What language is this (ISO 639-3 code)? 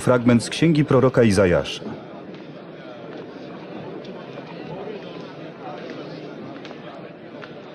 pol